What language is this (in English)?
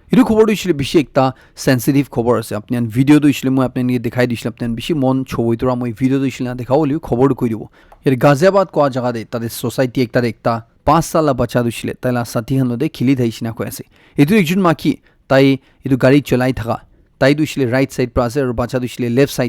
Naga Pidgin